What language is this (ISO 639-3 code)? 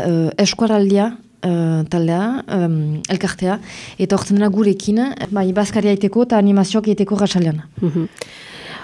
eus